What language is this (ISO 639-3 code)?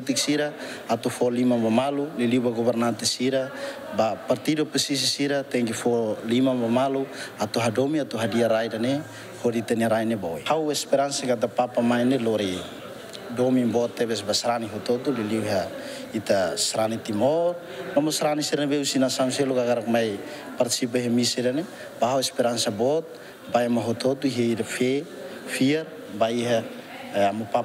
tet